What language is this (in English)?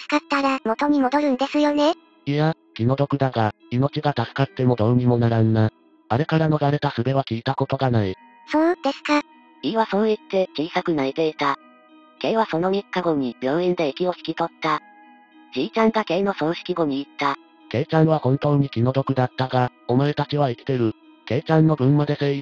Japanese